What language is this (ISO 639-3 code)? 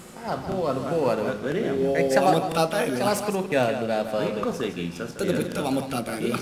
scn